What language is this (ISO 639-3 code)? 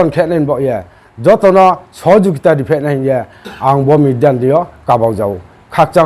ria